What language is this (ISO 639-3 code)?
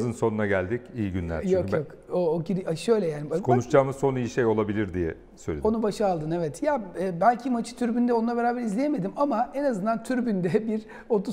tur